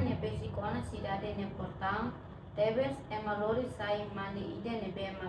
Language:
Tetum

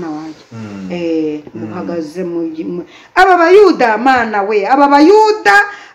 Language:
Kinyarwanda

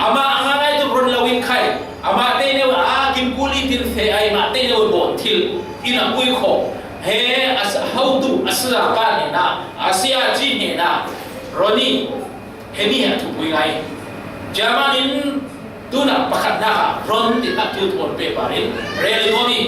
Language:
Falam Chin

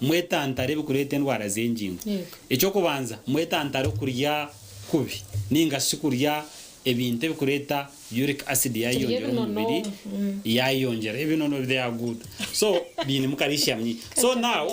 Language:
Nyankole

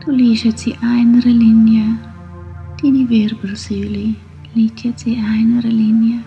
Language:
Swiss German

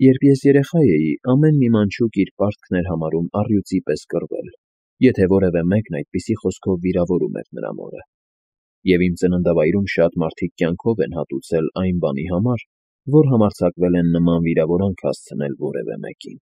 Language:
Armenian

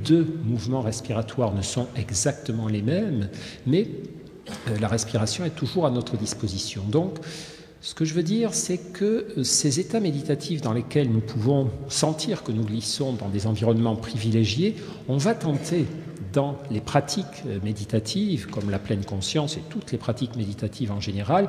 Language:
French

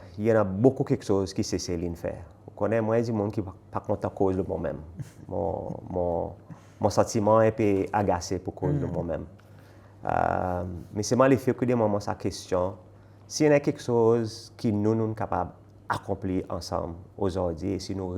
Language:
Seselwa Creole French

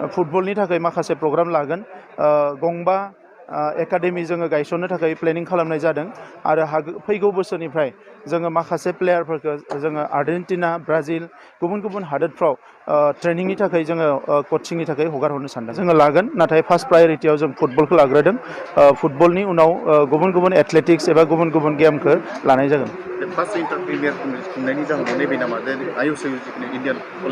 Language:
Bodo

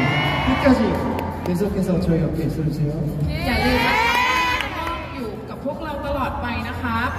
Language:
Korean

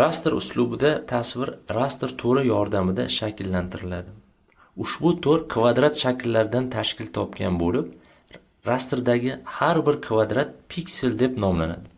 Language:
Uzbek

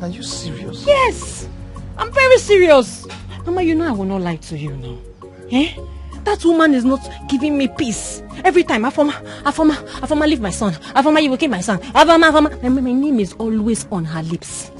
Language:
Nigerian Pidgin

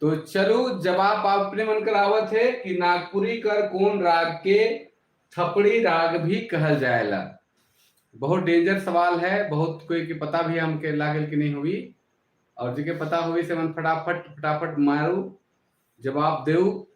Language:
Sadri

